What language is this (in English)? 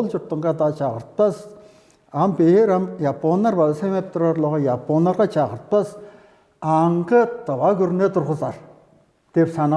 Tuvinian